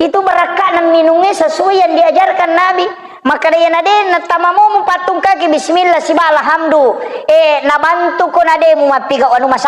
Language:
Buginese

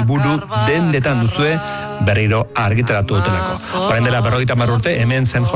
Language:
Basque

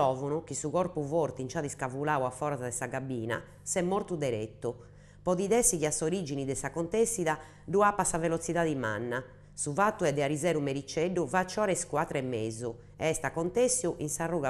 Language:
Sardinian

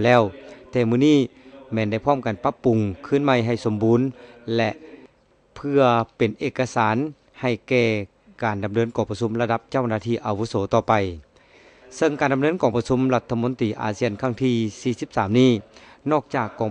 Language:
Lao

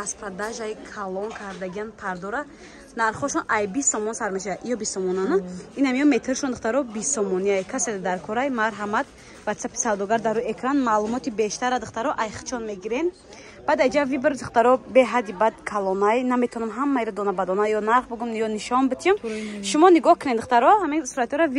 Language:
Tajik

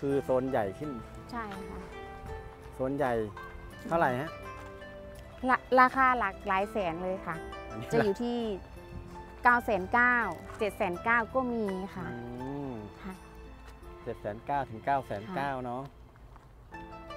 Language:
Thai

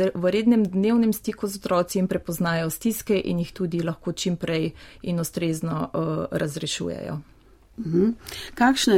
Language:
Slovenian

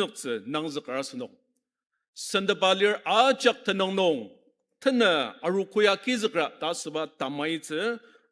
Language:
Ao Naga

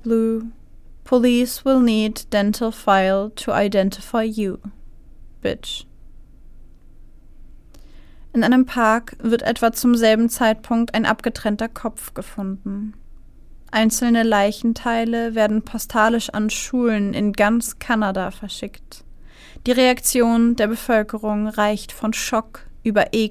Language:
German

